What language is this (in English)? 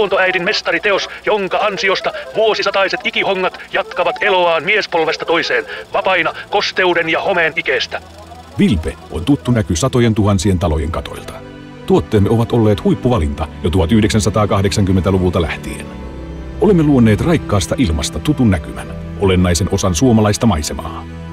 Finnish